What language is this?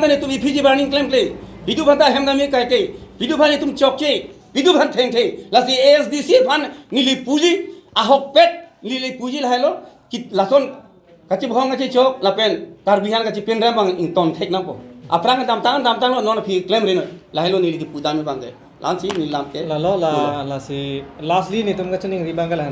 Karbi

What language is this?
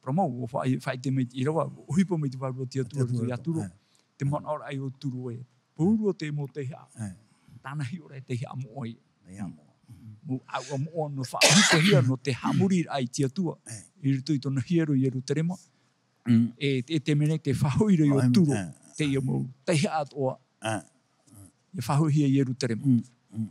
Tahitian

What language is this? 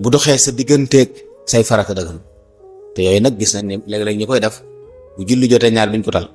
Wolof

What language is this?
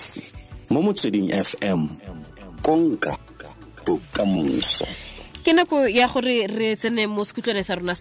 Tswana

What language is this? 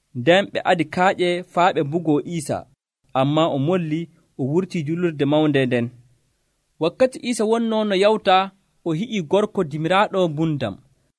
Nigerian Fulfulde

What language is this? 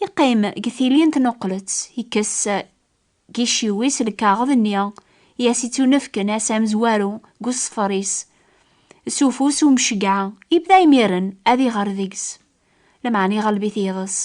Kabyle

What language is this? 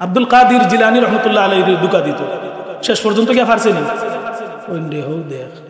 Sylheti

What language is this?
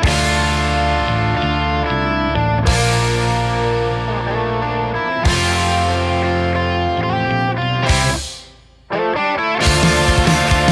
Basque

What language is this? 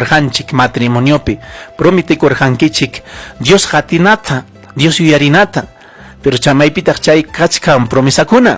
Ayacucho Quechua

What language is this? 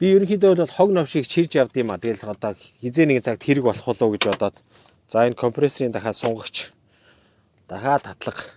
Mongolian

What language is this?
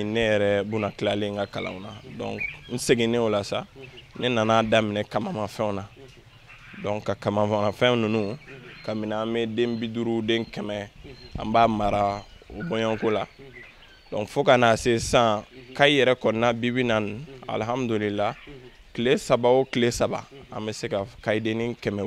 Bambara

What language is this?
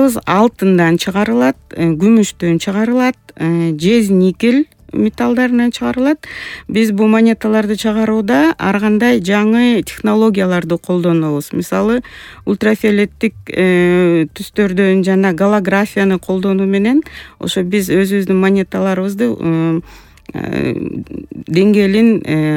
Kyrgyz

